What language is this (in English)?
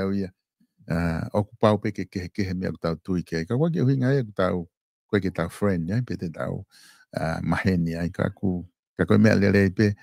Tongan